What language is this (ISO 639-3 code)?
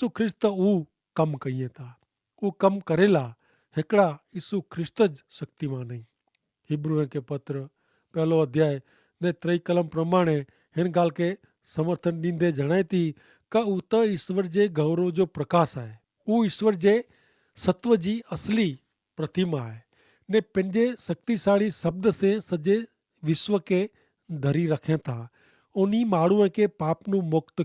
kfr